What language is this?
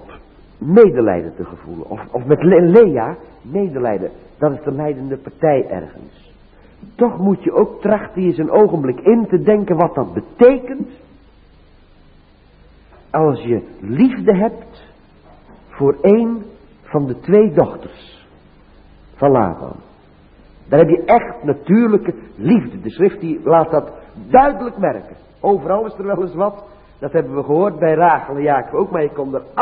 Dutch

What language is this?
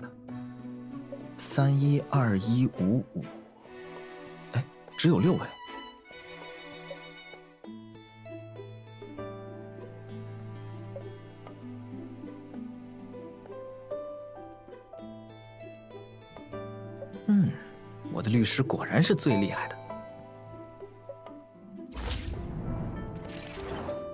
Chinese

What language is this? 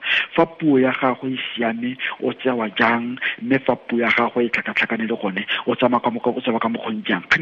Tswana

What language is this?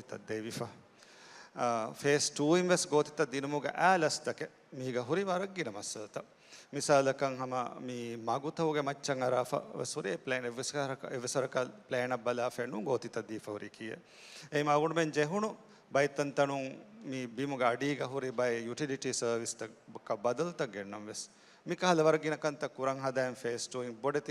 Divehi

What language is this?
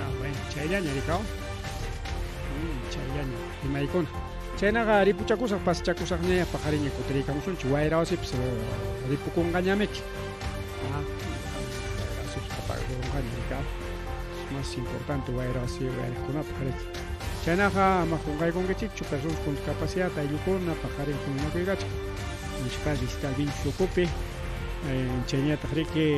Ayacucho Quechua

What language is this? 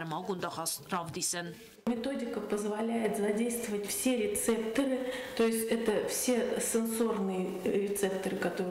Ossetic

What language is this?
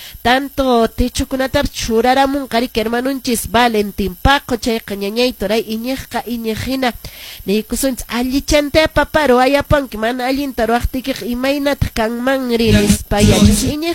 Quechua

